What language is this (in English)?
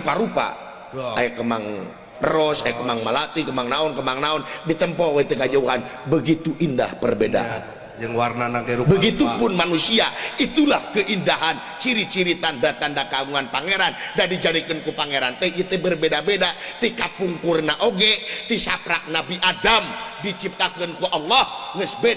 Sundanese